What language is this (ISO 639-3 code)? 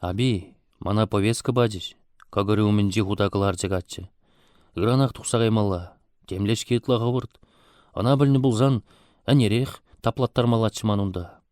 chv